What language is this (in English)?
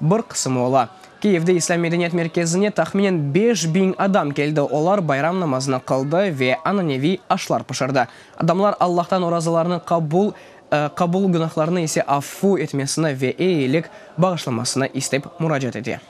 Crimean Tatar